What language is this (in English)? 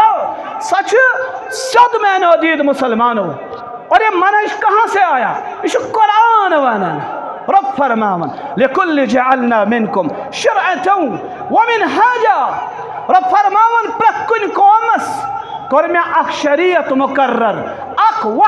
Kashmiri